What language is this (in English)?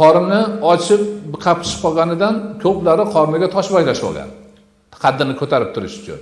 Uzbek